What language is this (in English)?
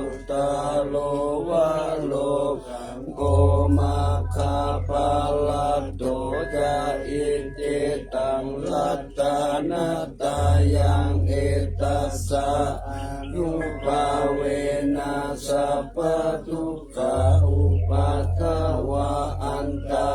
Pali